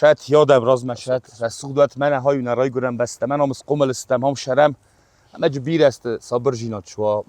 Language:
Ossetic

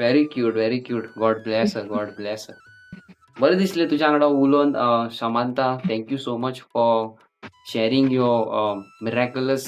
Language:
Konkani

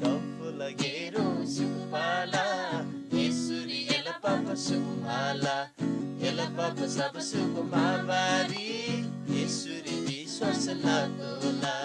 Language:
Eastern Tamang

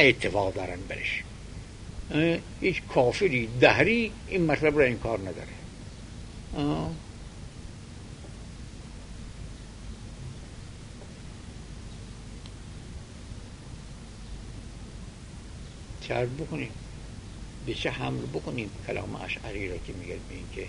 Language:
Persian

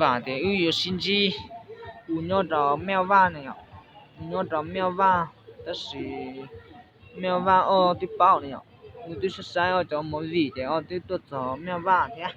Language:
Hmong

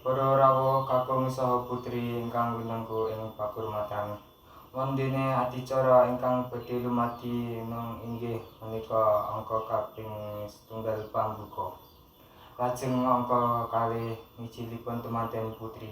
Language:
Javanese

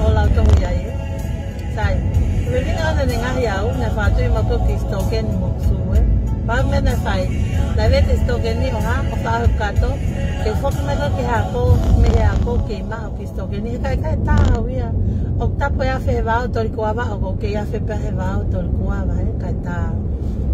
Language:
Tongan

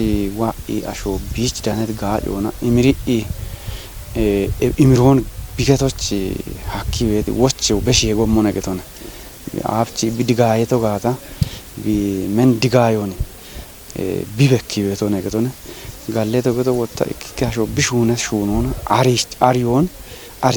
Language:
Kafa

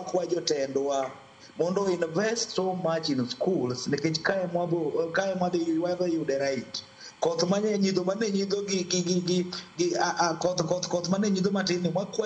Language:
Luo (Kenya and Tanzania)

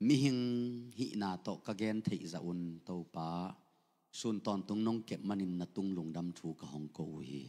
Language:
Tedim Chin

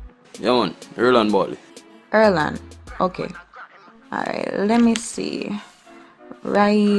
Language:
Jamaican Creole English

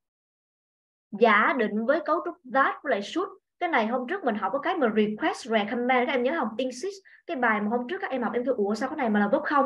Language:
Vietnamese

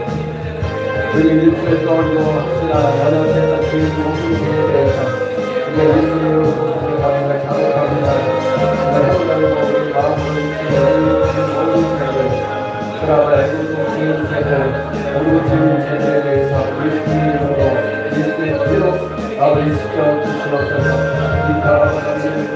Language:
Korean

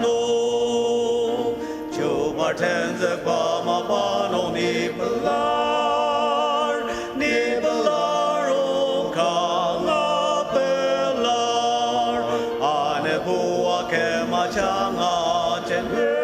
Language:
Ao Naga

